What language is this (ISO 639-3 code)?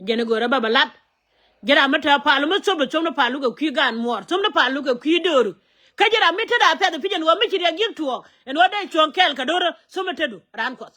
nus